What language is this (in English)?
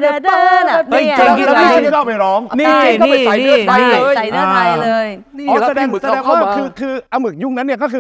Thai